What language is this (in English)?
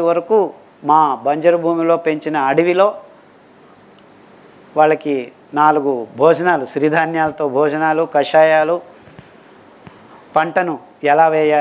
Telugu